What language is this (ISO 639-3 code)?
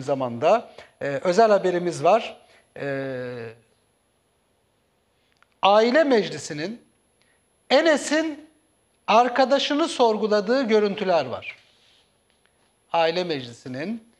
tur